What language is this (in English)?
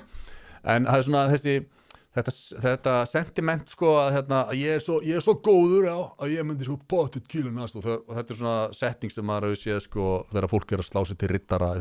Icelandic